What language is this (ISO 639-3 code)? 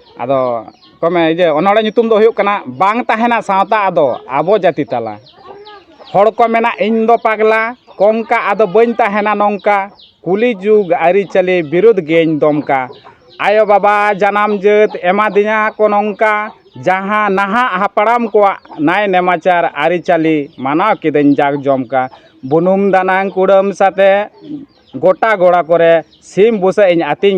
sat